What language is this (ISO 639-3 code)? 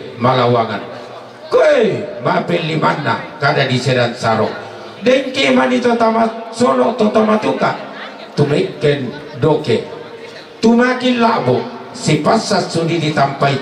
sda